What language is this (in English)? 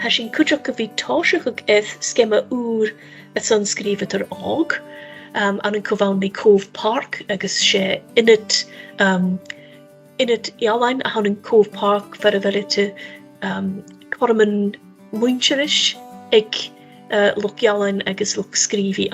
Scottish Gaelic